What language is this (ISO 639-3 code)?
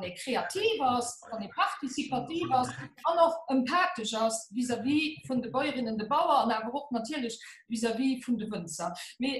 ltz